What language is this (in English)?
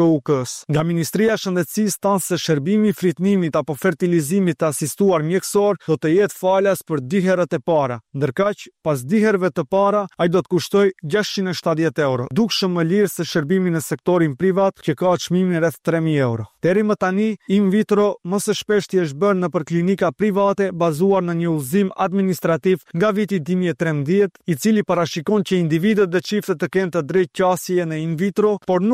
Albanian